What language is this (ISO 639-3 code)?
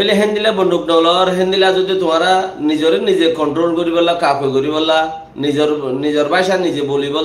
rhg